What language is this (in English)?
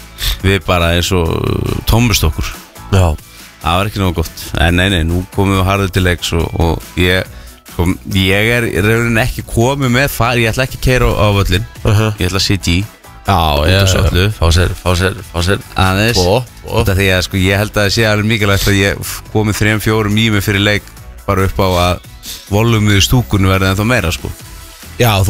Icelandic